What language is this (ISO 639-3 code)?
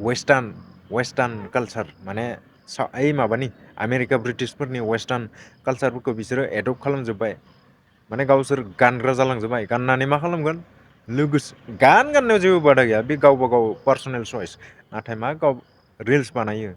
brx